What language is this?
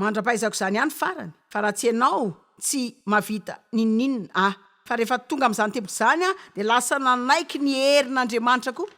Malagasy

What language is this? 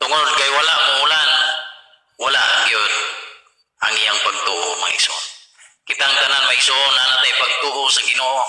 Cebuano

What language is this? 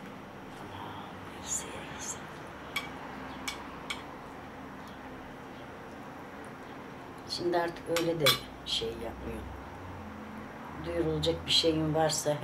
Turkish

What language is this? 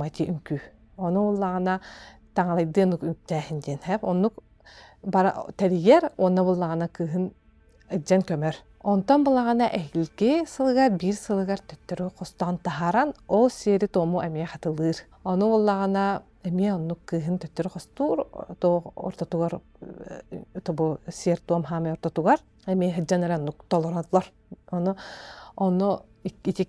Yakut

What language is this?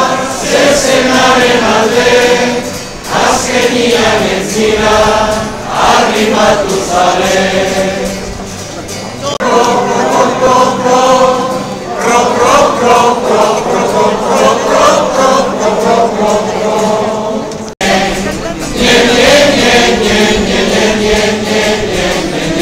Basque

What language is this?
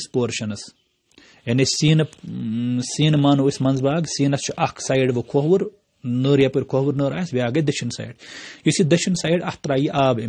Kashmiri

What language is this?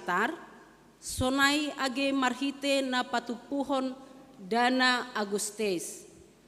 Batak Simalungun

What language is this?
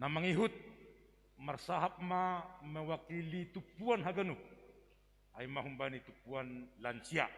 Batak Simalungun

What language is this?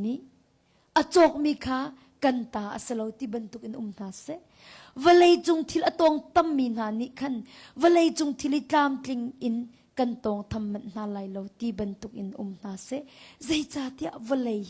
Hakha Chin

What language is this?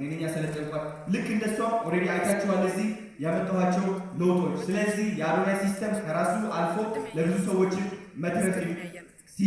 Amharic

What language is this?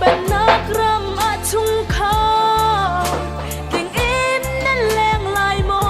Hakha Chin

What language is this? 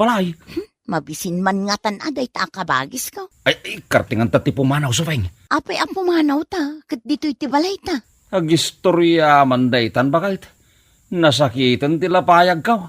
Iloko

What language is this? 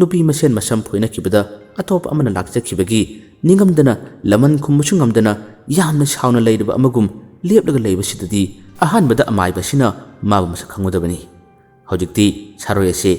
Manipuri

